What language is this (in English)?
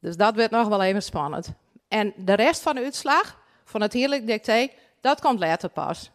Western Frisian